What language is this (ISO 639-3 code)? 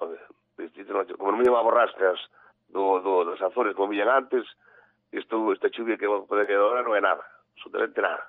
glg